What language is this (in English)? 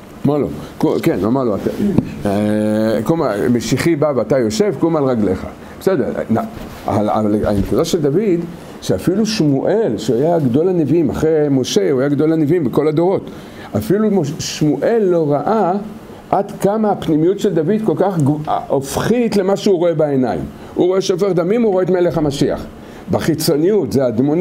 Hebrew